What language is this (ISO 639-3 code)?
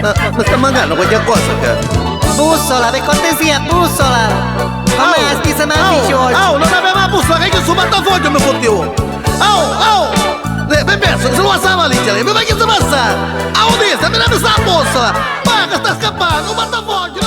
nap